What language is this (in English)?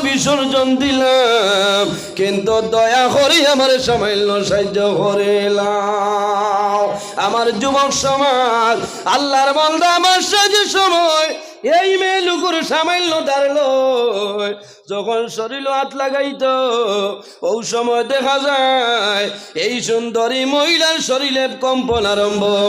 Sylheti